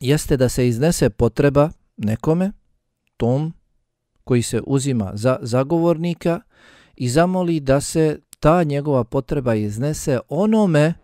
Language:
Bosnian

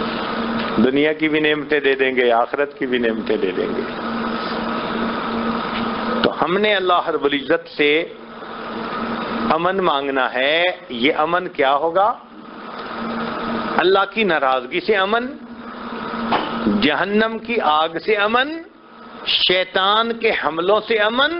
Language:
Urdu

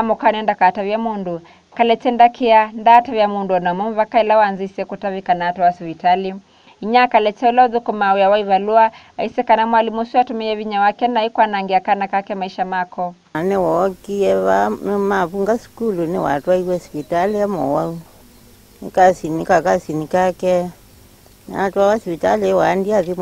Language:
Kamba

